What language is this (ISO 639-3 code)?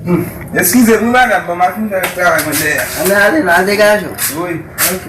hat